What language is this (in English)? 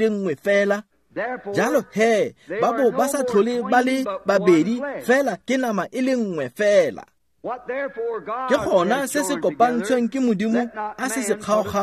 Tswana